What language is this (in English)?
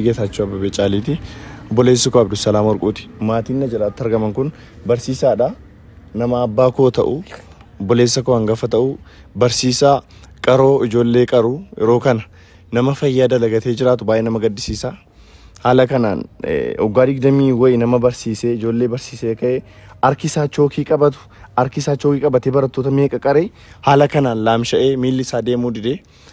Oromo